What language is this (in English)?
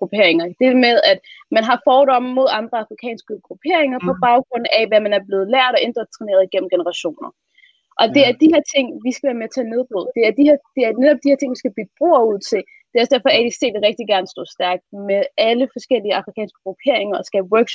Danish